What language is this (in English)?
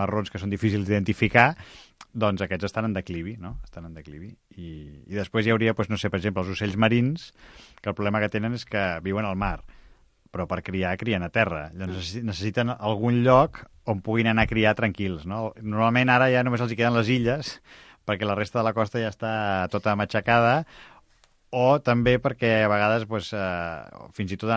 Catalan